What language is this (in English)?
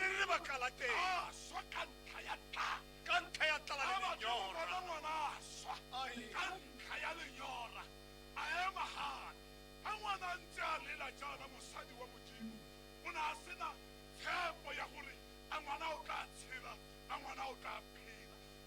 Tswana